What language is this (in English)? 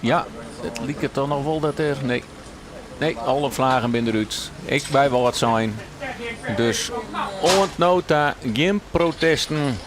Western Frisian